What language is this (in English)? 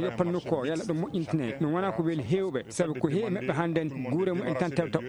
Fula